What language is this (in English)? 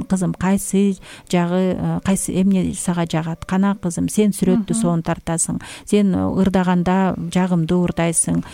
Kyrgyz